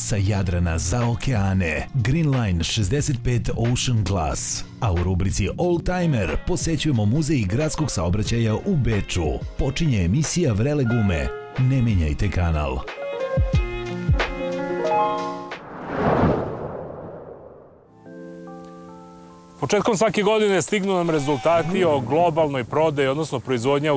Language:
Serbian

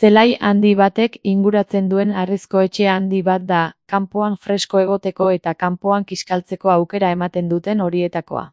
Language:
Basque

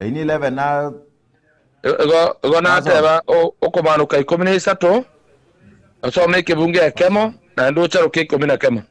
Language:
Gusii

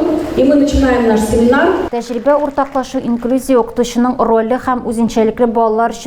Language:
Tatar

